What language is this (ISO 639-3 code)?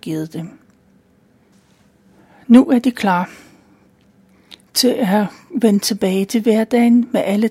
dan